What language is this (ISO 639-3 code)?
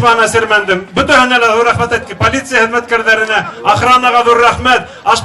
bak